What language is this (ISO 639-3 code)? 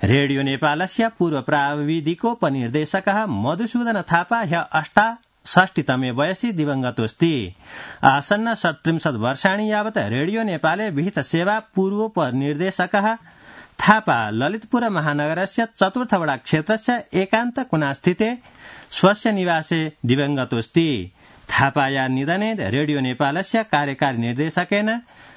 san